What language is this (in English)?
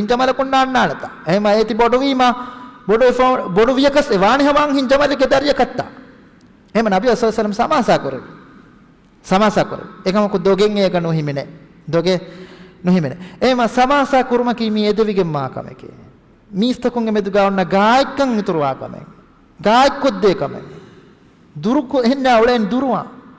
Divehi